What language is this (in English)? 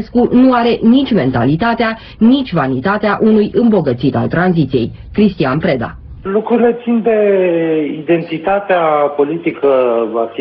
Romanian